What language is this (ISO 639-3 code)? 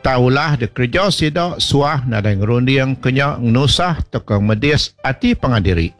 iba